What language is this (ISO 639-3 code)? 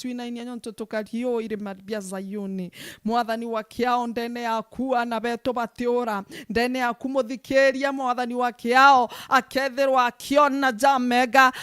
mer